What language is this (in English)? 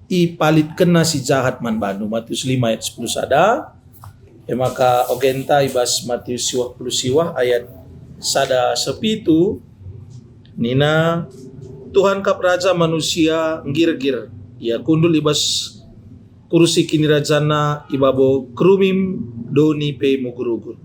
Batak Karo